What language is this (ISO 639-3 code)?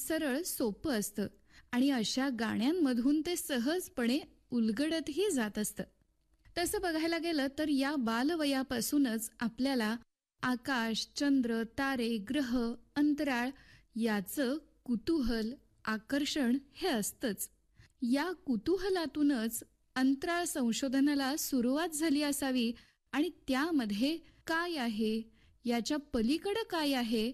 mar